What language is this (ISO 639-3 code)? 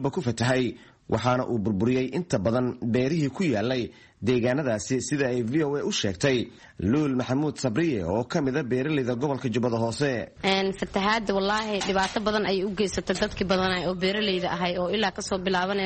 som